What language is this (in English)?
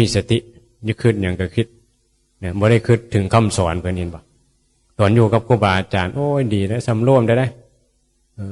Northeastern Thai